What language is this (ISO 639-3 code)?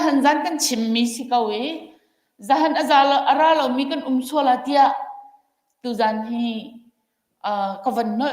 cnh